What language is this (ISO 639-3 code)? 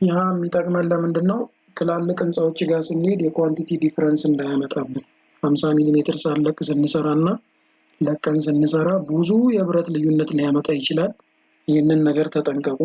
amh